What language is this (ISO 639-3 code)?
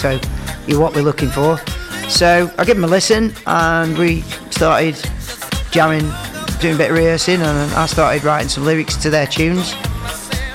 eng